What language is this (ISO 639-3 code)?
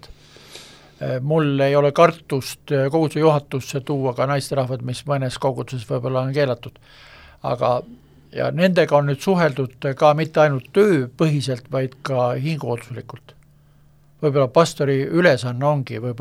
est